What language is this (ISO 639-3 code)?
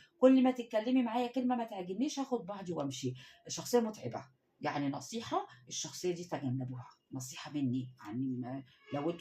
arz